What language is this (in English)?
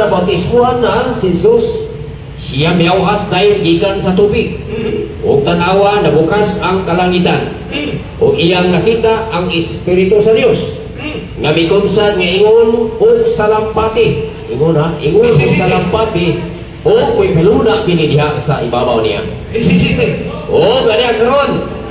Cebuano